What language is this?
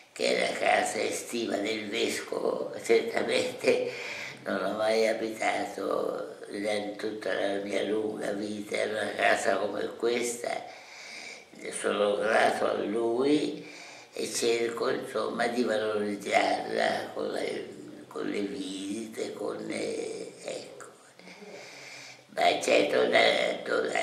Italian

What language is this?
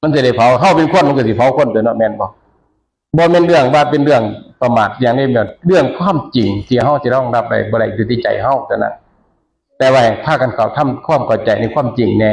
Northeastern Thai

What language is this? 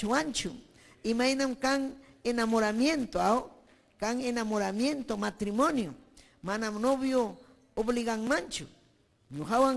Ayacucho Quechua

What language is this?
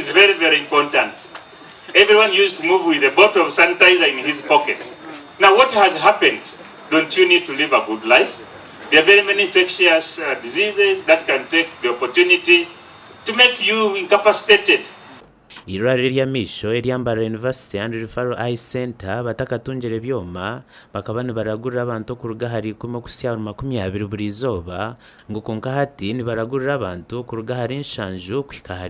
Nyankole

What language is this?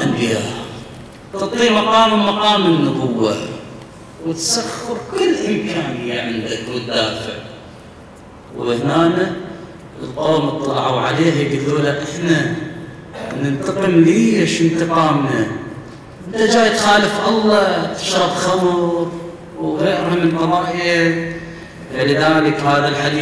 Arabic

